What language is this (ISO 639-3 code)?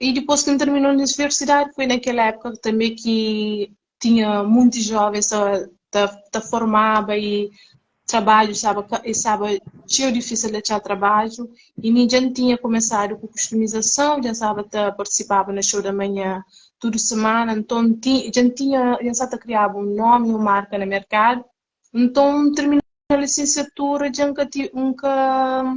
kea